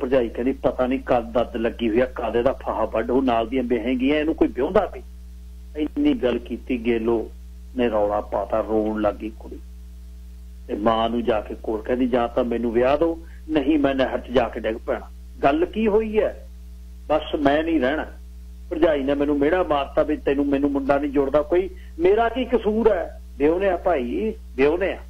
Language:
Punjabi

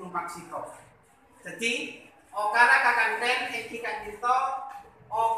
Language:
Madurese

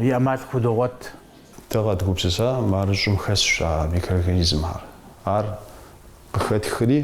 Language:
Kabardian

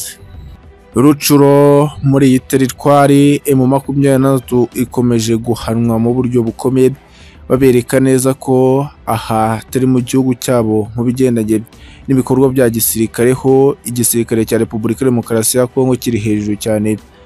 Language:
Kinyarwanda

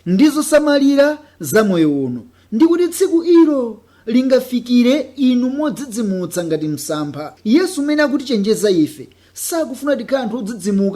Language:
Nyanja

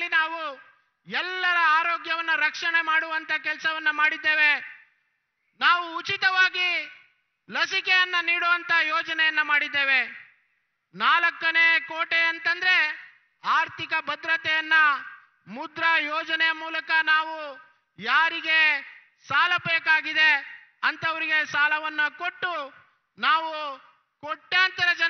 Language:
Kannada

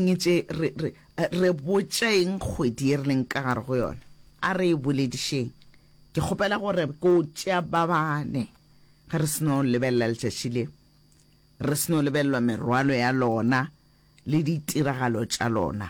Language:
Northern Sotho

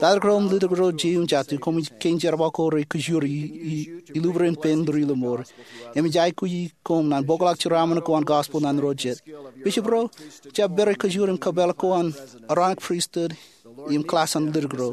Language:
Marshallese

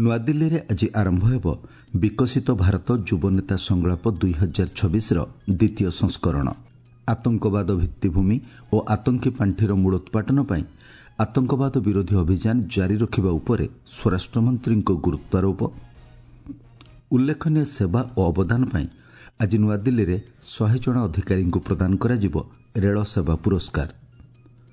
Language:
Odia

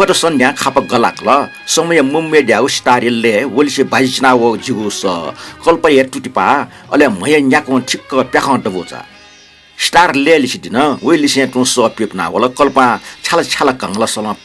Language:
Newari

